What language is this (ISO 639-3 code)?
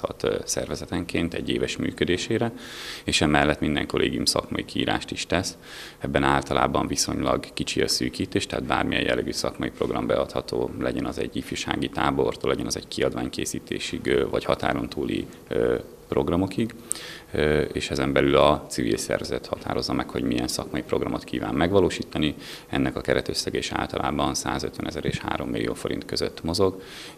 hun